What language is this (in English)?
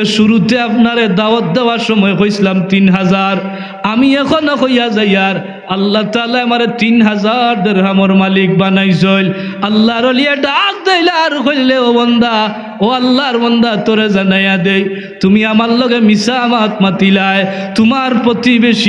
Sylheti